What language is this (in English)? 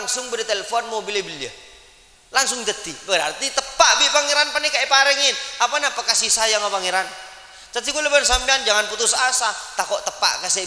Madurese